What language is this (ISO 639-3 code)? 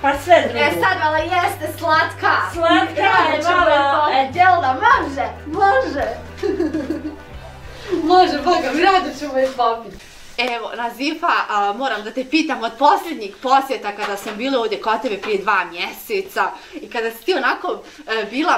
bos